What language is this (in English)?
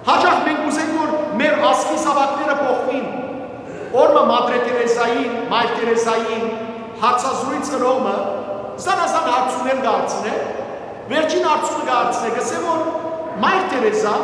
Western Armenian